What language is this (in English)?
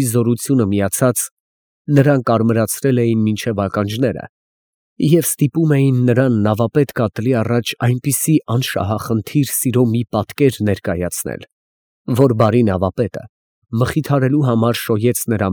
Armenian